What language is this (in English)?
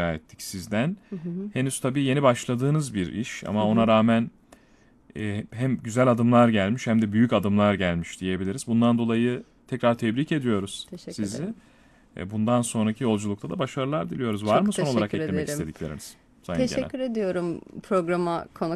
Turkish